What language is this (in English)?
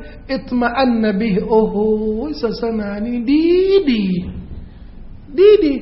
Thai